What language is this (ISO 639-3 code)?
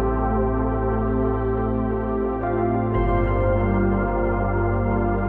kan